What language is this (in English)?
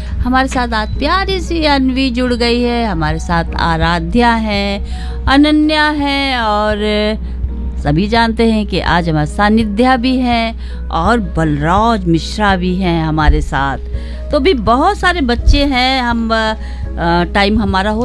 Hindi